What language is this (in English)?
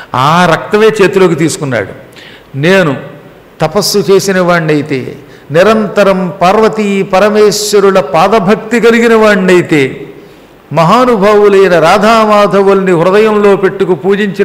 Telugu